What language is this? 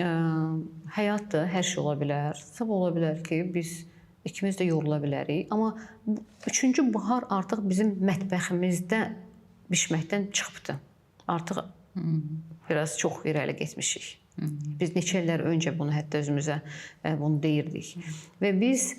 Azerbaijani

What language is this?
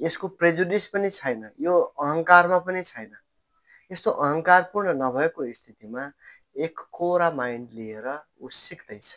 Nepali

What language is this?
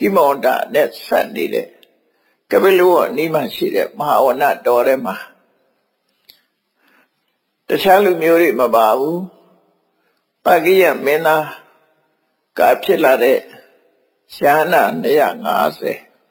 Burmese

